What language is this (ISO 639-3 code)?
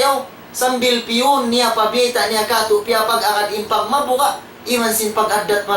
tsg